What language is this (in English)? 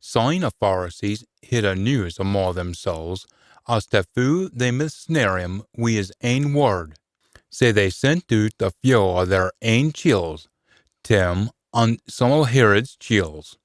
Scots